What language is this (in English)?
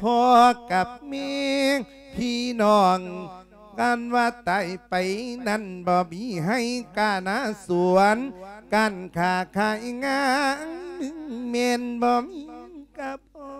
Lao